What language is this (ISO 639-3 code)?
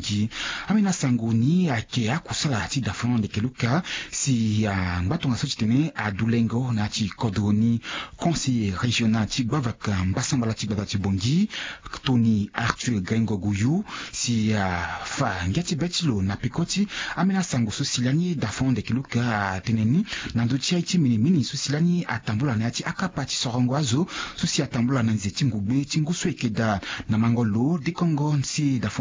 sag